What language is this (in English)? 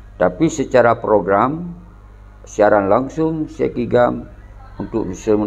Achinese